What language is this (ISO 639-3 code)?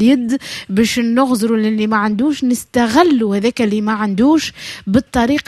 aeb